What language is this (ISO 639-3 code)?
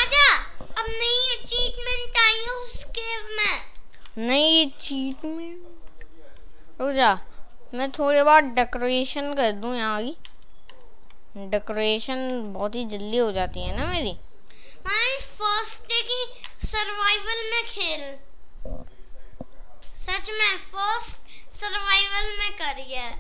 hin